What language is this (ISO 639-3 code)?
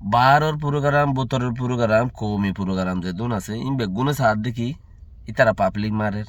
rhg